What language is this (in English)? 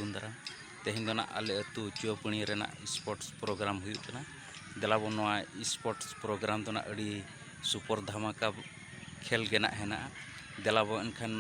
Santali